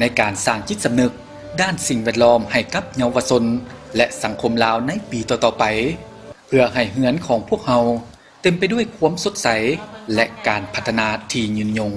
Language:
Lao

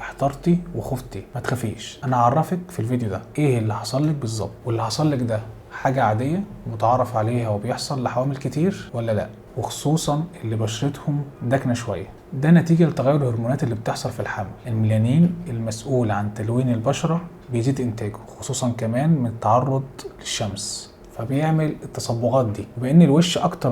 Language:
Egyptian Arabic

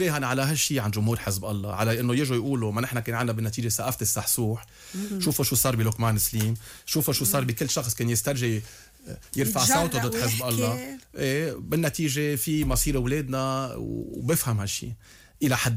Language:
North Levantine Arabic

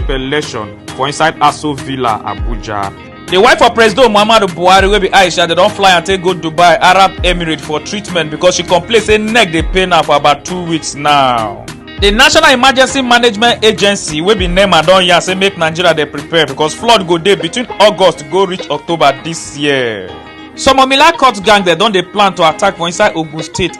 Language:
Nigerian Pidgin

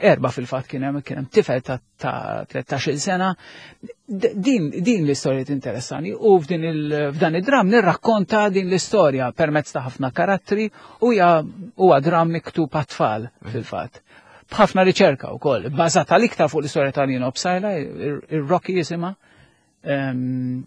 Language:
Maltese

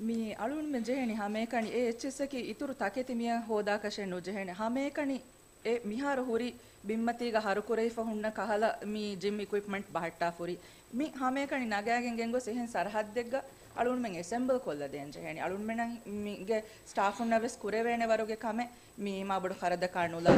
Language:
Divehi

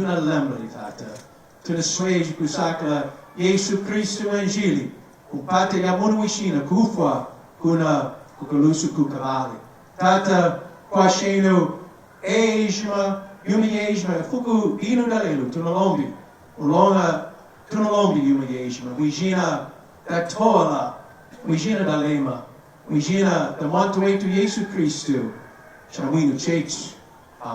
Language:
Lunda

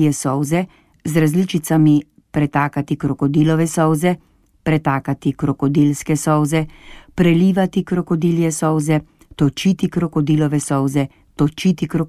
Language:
Slovenian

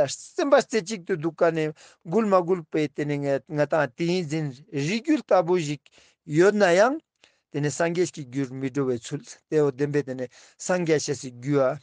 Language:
Ladakhi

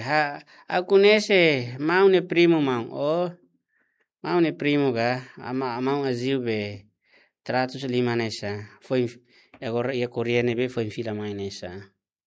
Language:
Tetum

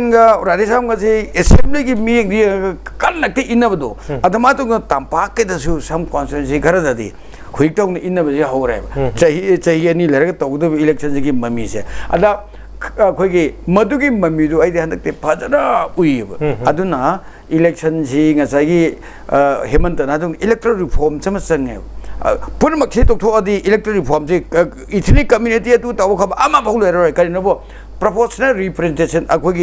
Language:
Manipuri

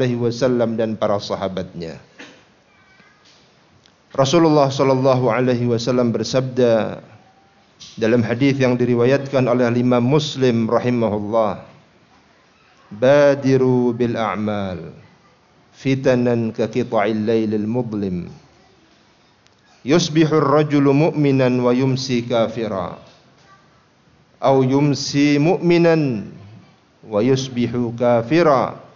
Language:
Indonesian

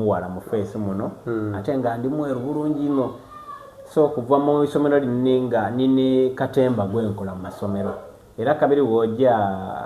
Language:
Soga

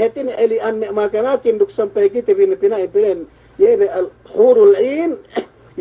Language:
Yakan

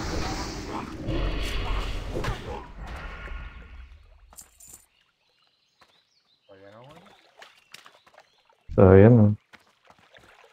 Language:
Spanish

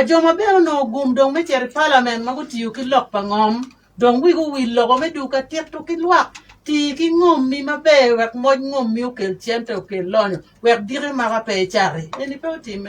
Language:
Acoli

